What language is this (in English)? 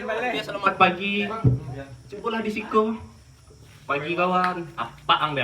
Minangkabau